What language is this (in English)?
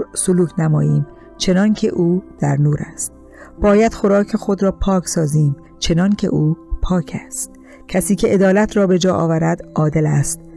Persian